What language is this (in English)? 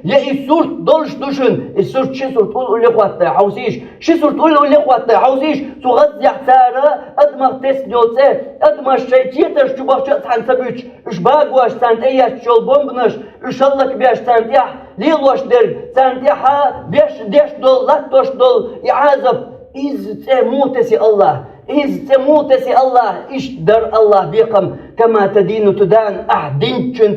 Chechen